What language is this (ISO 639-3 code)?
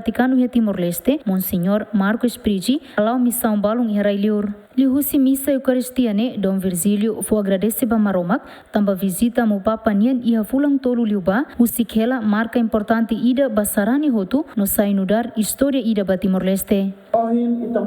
tet